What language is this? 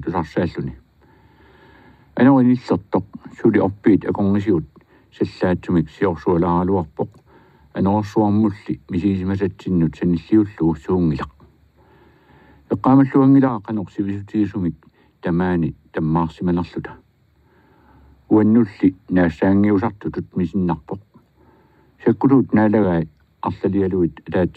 Kalaallisut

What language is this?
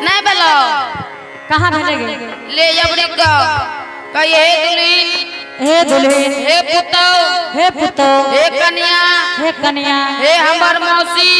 Angika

